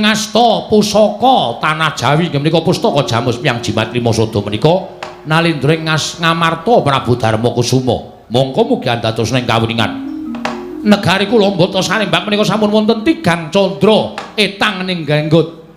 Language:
Javanese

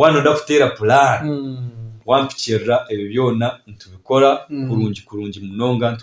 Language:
Nyankole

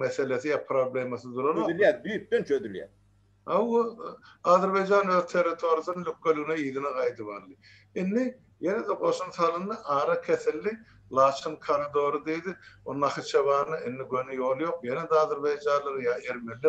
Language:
Turkmen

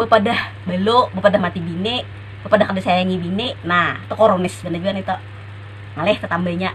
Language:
Banjar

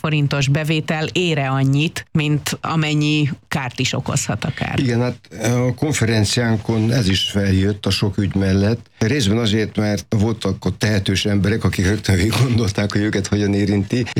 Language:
Hungarian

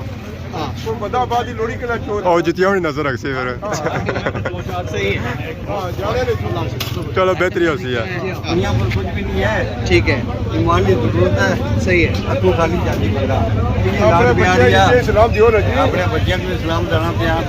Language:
Pahari-Potwari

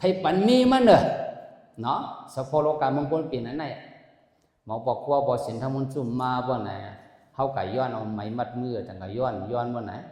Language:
Shan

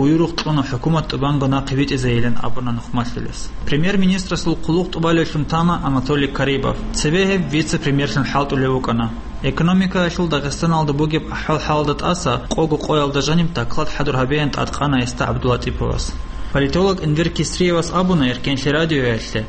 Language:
Avaric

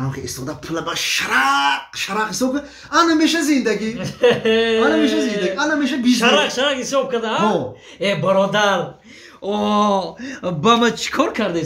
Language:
Tajik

